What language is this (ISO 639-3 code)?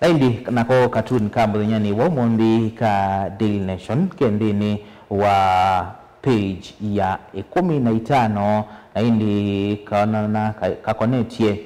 kam